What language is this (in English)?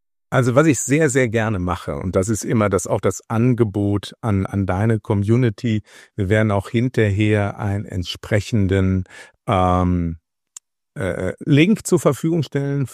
German